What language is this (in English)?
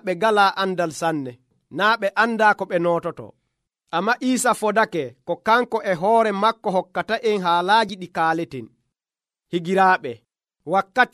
Nigerian Fulfulde